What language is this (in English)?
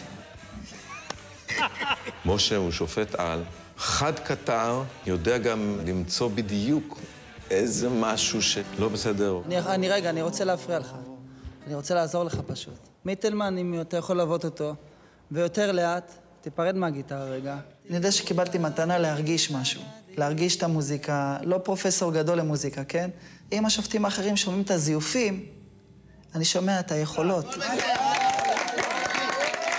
Hebrew